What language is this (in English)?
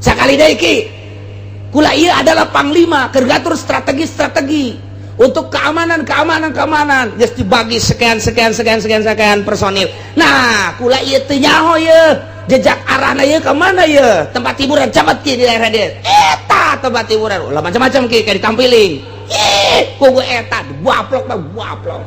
Sundanese